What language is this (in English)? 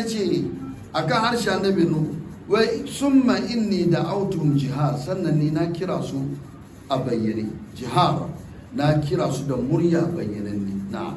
Hausa